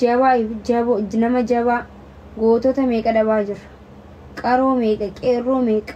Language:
Oromo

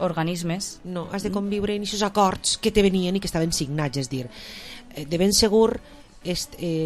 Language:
Catalan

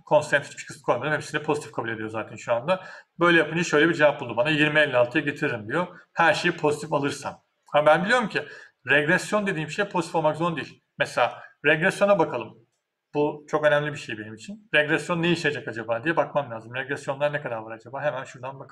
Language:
Turkish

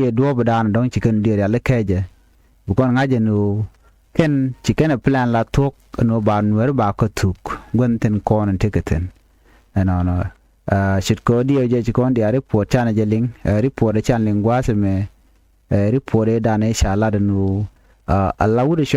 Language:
Nuer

